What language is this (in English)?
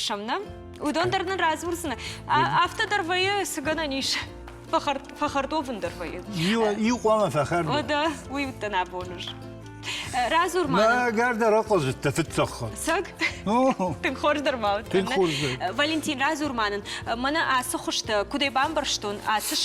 Ossetic